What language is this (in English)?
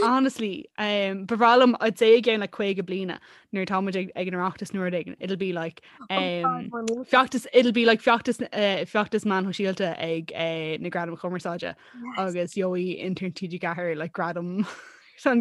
Irish